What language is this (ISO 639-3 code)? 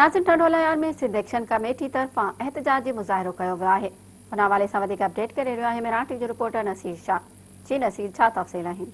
snd